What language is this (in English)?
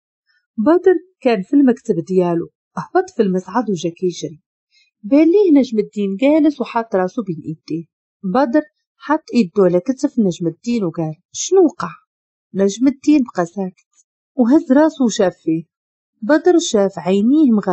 Moroccan Arabic